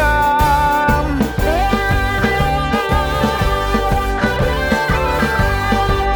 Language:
Basque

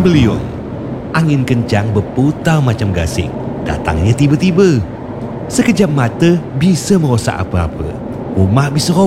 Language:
Malay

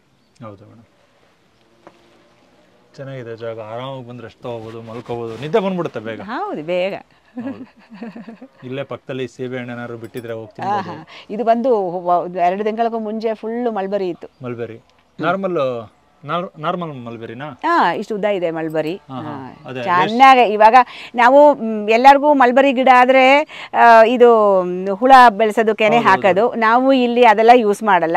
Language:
Kannada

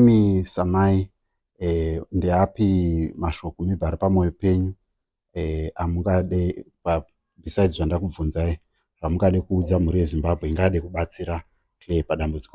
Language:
Shona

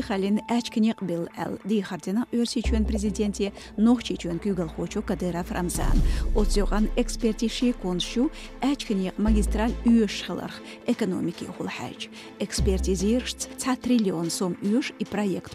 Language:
Chechen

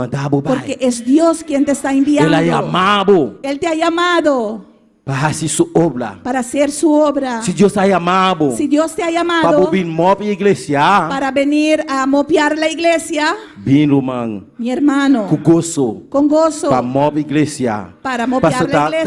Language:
Papiamento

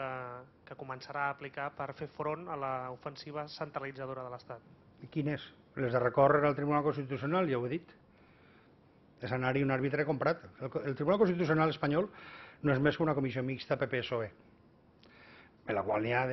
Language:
Catalan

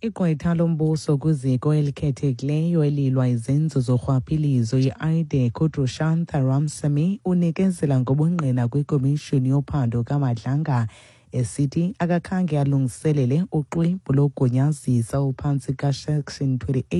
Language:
Xhosa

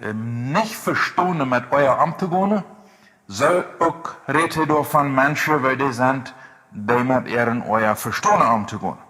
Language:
Plautdietsch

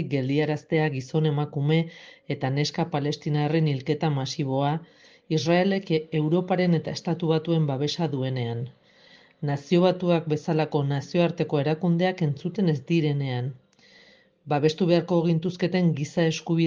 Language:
Basque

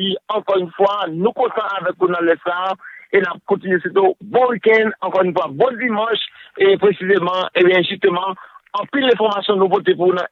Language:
Haitian Creole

